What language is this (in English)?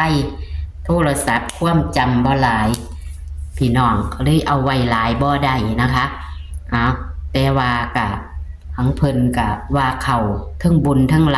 Northeastern Thai